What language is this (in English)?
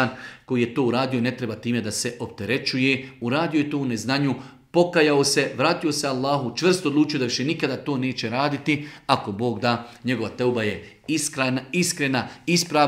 Bosnian